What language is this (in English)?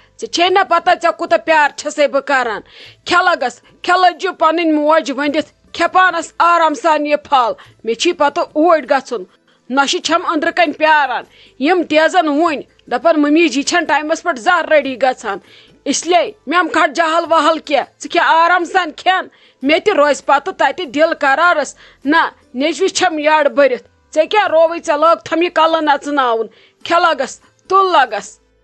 Kashmiri